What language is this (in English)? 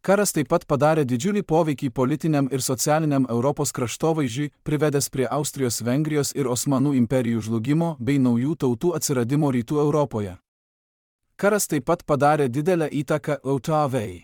Lithuanian